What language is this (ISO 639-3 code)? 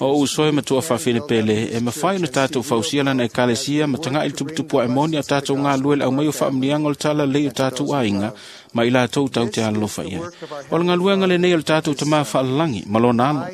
smo